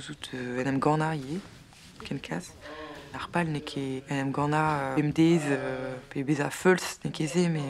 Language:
Breton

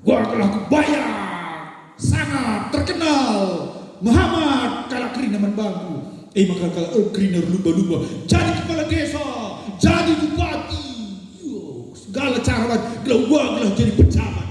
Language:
Batak Karo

